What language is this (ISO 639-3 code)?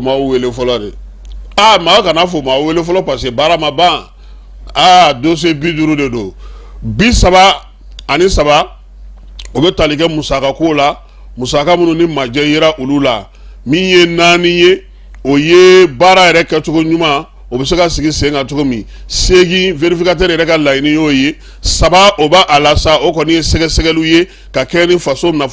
bam